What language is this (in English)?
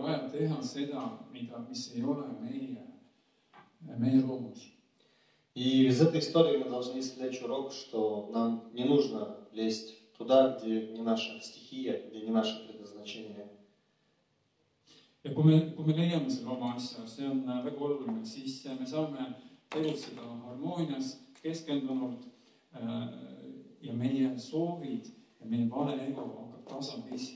Estonian